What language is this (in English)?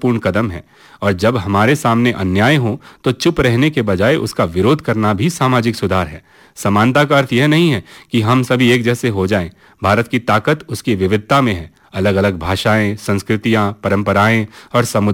Hindi